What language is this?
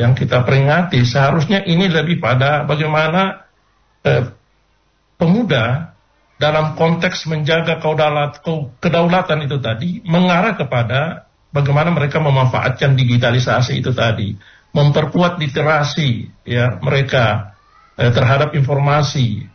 Indonesian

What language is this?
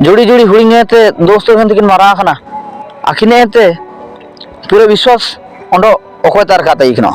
Ho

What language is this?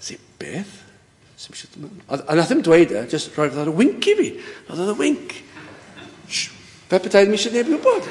Welsh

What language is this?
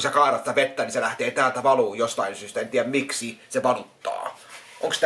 Finnish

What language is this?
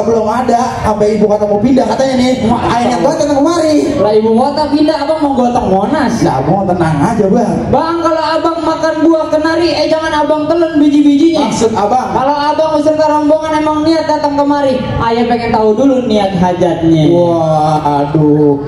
Betawi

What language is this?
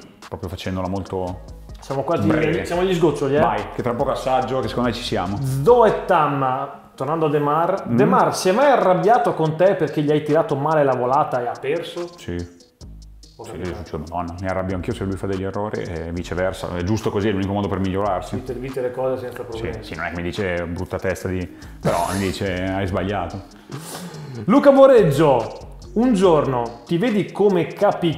Italian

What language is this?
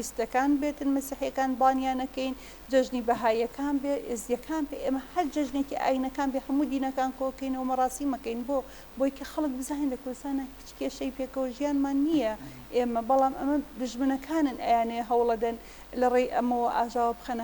Central Kurdish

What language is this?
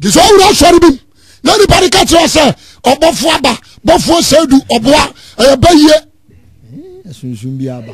Akan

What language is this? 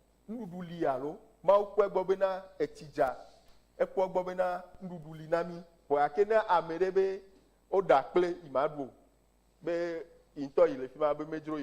Ewe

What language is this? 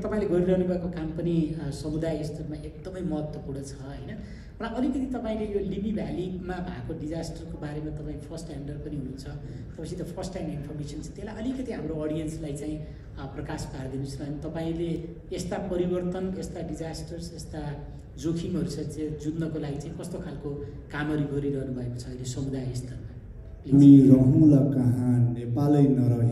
Nepali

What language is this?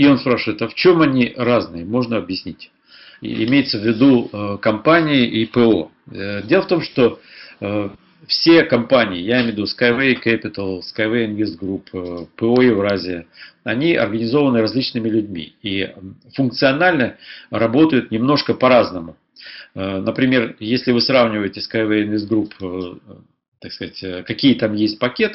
Russian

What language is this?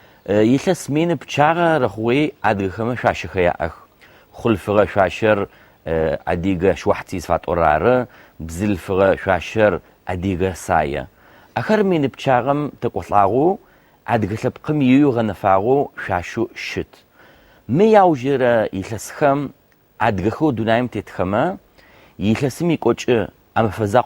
Adyghe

